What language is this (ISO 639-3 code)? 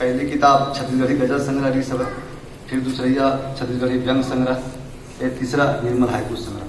hne